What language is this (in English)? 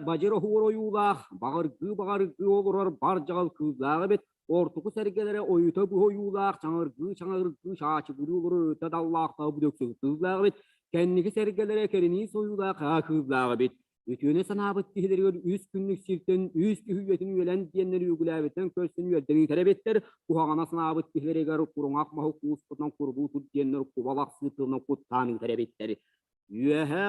Yakut